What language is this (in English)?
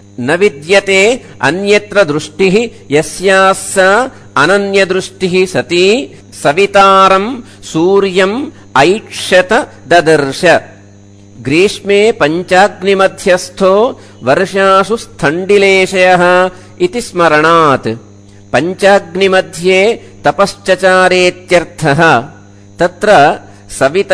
Sanskrit